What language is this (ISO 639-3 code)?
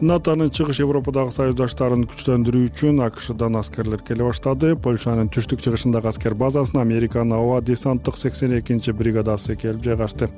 kir